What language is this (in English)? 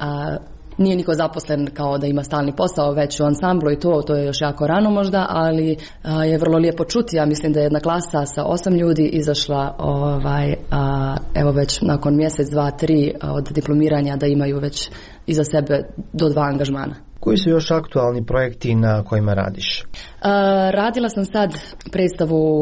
Croatian